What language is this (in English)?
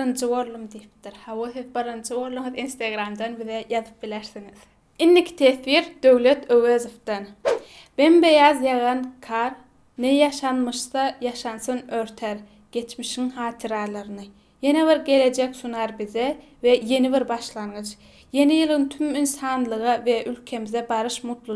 Turkmen